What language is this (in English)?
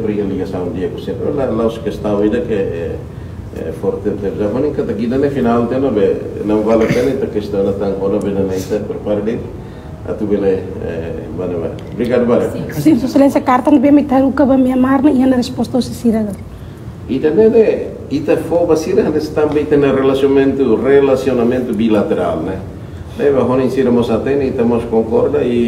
Tetum